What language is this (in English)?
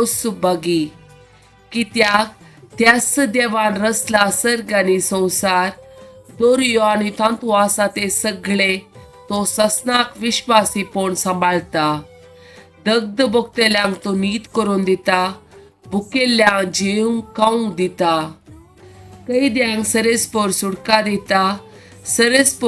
Konkani